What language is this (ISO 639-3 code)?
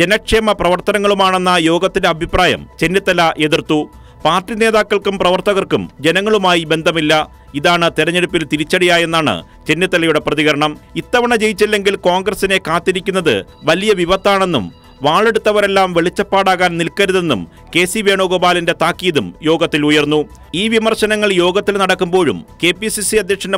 mal